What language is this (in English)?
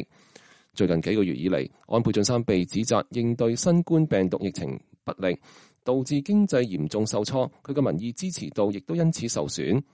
Cantonese